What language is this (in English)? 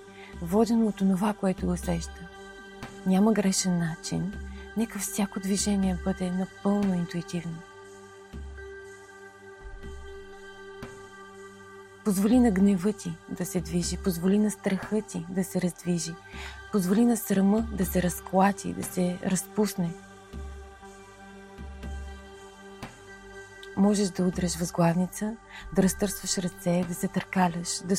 Bulgarian